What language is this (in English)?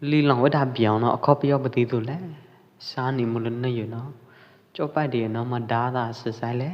Pwo Eastern Karen